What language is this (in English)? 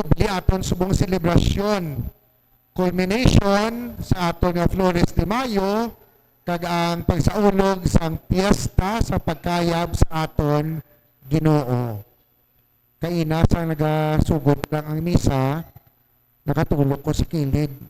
Hiligaynon